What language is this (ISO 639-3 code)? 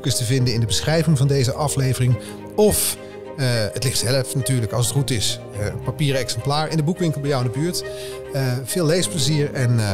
nld